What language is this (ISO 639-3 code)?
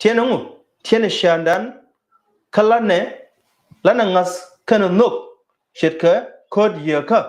nus